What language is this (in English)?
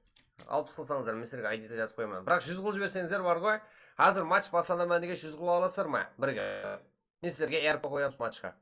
Kara-Kalpak